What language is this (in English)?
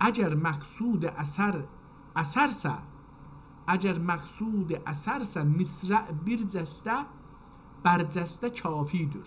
South Azerbaijani